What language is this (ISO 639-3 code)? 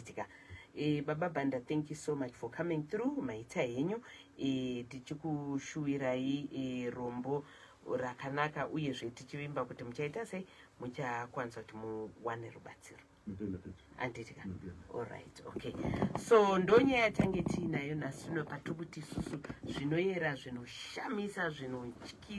sna